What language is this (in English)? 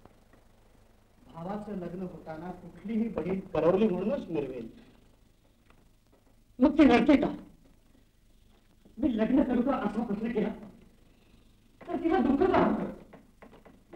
Marathi